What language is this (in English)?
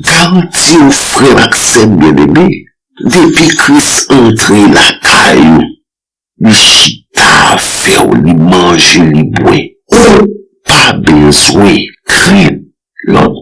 Haitian Creole